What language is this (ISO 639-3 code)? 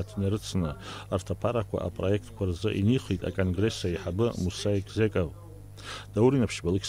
abk